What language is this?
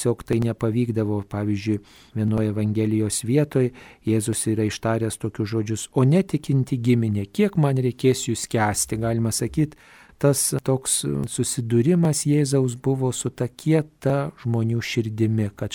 Lithuanian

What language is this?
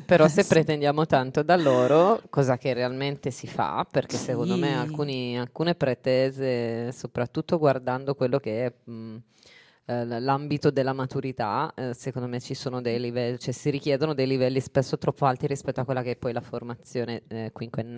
Italian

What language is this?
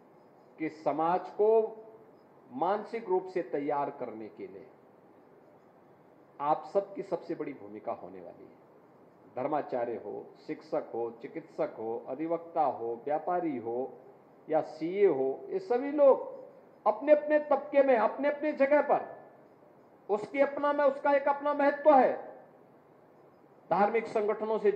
Hindi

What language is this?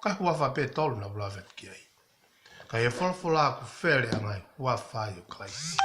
Tongan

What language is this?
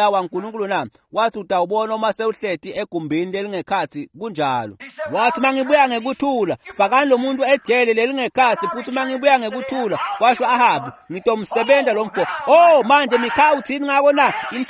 Swati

